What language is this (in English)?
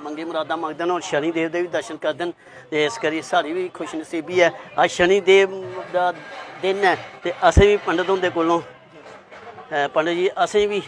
Dogri